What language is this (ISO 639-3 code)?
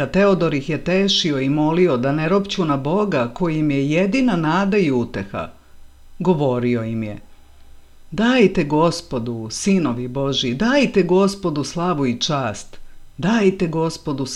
srp